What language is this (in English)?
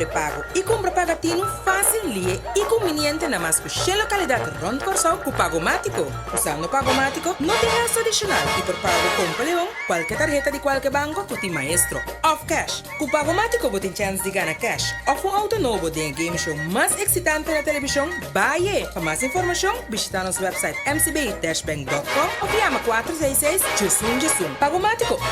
Papiamento